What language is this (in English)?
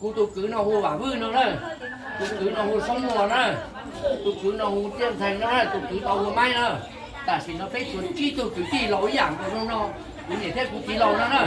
Hmong